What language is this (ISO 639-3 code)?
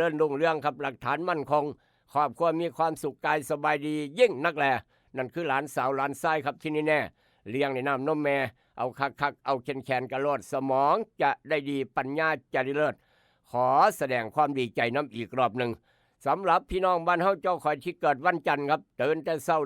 tts